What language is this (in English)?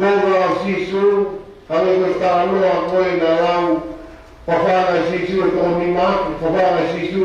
Tongan